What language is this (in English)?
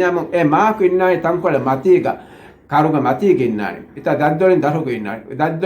Divehi